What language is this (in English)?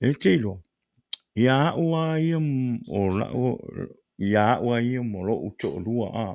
Samoan